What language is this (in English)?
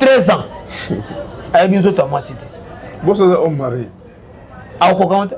Lingala